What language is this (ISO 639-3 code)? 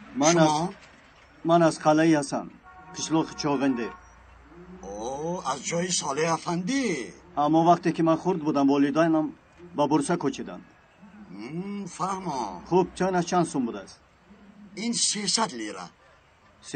tgk